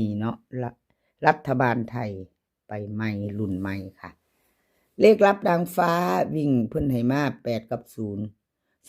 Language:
Northeastern Thai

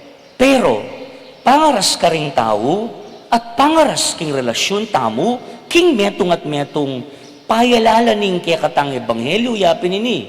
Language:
Pampanga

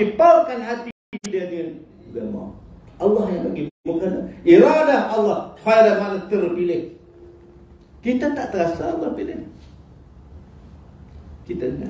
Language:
Malay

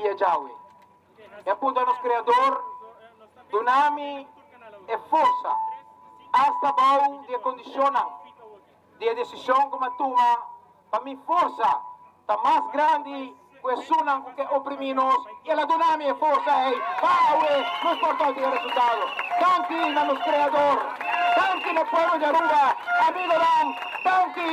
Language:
Papiamento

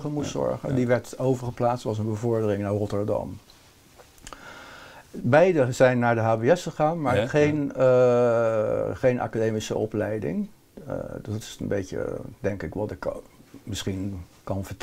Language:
Dutch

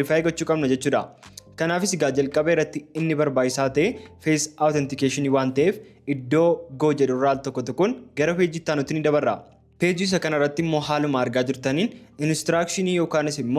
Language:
Oromo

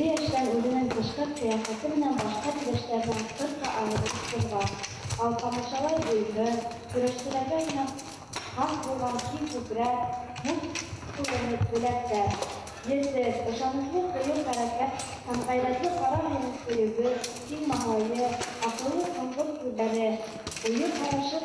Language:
Bashkir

